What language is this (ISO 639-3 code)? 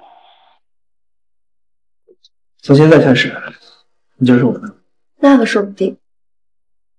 zho